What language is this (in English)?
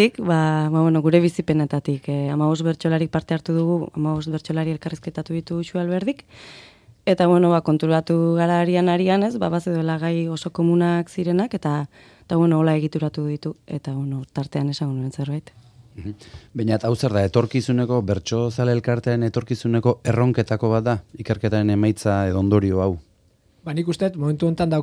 Basque